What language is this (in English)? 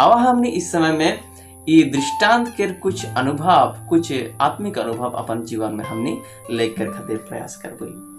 Sadri